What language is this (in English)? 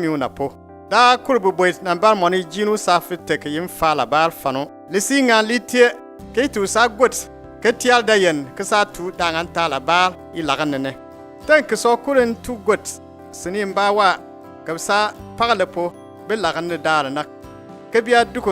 Bimoba